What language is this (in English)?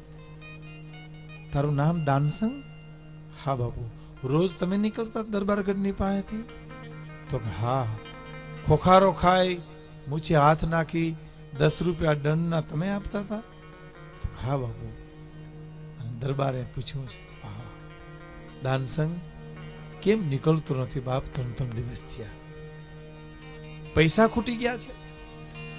Gujarati